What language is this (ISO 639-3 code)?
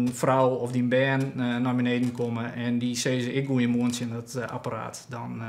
fry